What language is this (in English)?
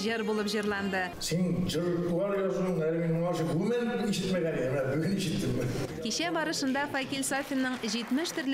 Tatar